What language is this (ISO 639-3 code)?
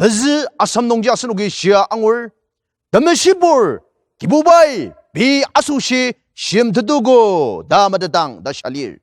njo